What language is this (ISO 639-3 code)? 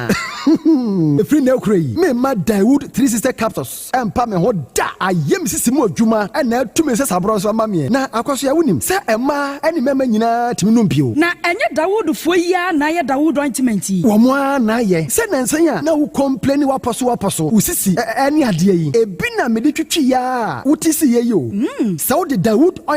aka